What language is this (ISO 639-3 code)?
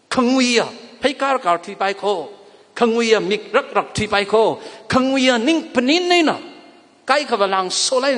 nmf